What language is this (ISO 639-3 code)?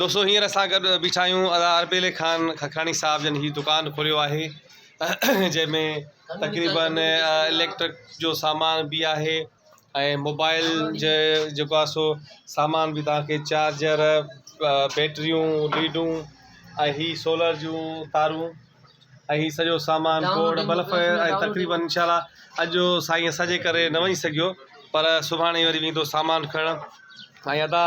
snd